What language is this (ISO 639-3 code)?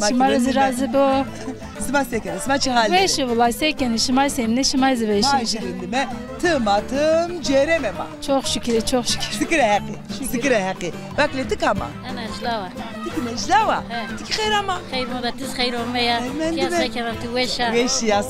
zza